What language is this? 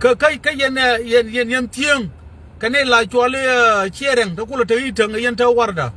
Nuer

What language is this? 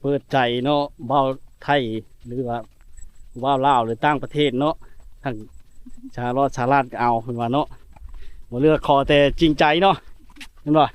Lao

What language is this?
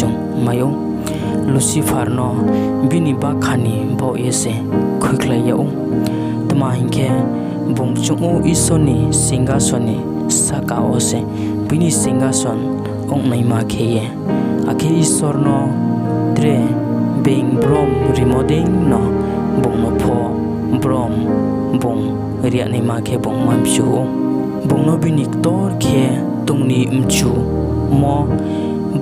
Riang (India)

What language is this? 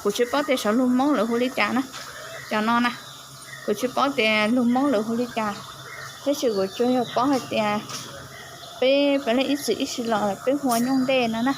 Hmong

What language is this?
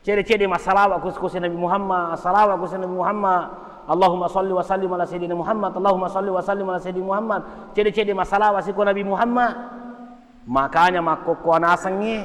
Buginese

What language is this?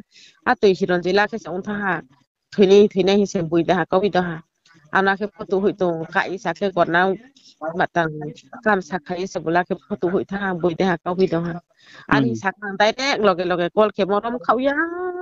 Riang (India)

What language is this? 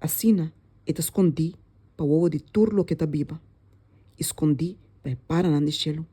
Papiamento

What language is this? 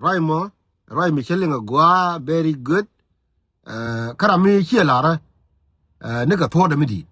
Nuer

